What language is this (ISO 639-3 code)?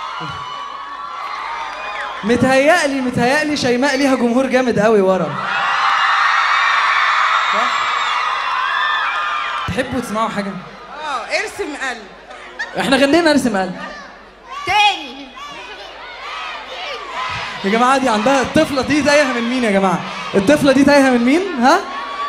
arz